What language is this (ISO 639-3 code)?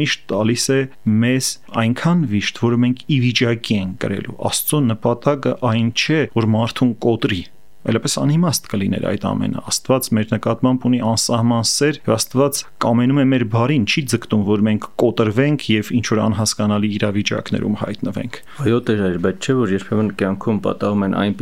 hye